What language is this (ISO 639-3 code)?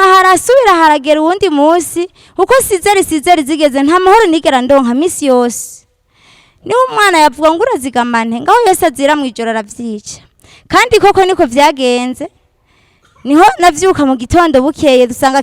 run